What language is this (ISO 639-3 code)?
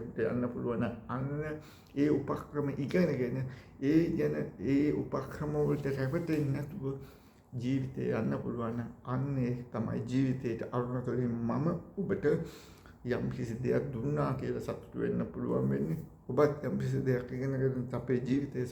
sin